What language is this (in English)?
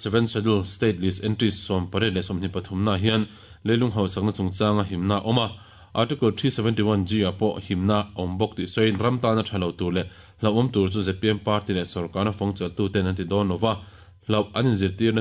Mizo